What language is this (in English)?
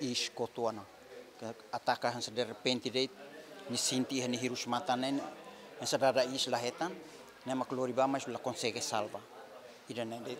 Tetum